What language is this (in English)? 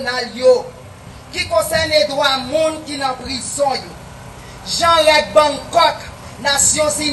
Haitian Creole